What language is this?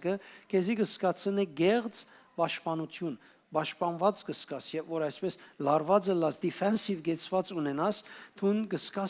Western Armenian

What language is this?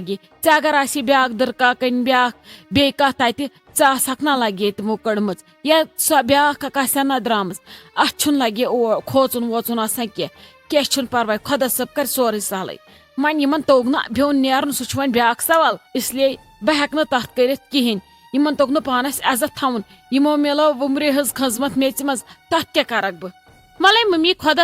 Kashmiri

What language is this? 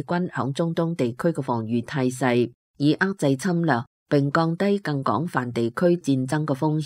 Cantonese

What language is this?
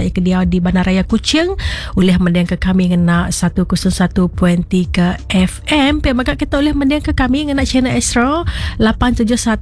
Iban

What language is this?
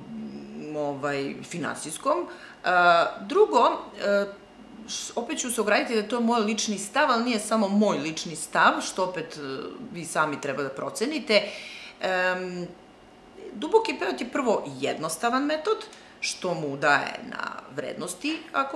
Serbian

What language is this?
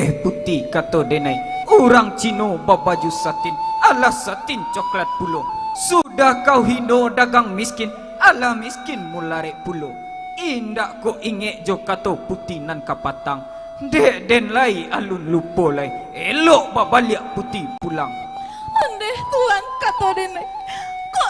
Minangkabau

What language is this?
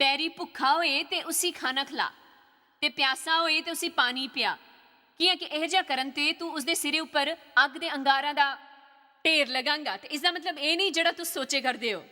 Dogri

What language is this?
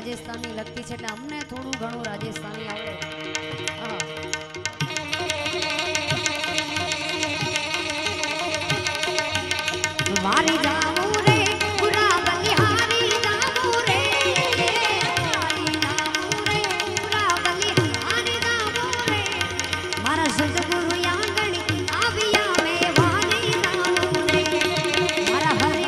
Gujarati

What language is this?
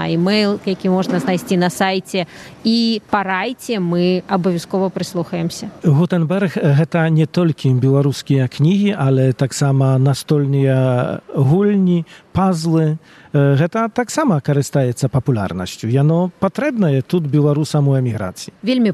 Belarusian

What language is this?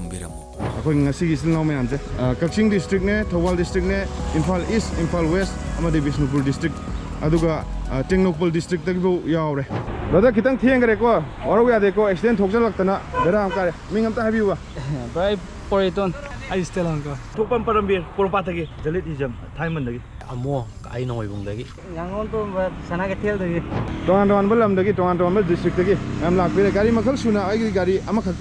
Manipuri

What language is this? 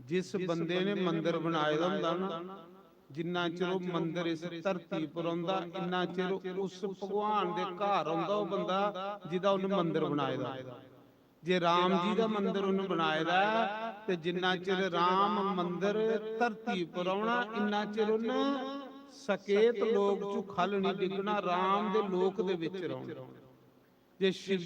Dogri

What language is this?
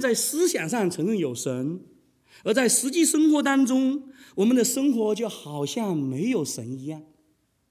Chinese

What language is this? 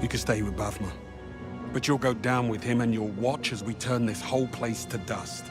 Bavarian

